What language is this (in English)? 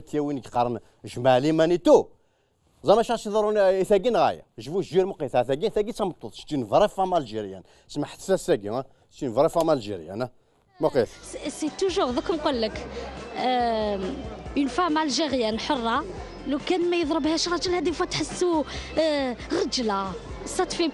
Kabyle